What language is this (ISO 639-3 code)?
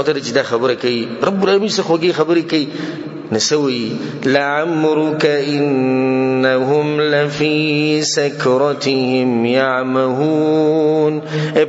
pus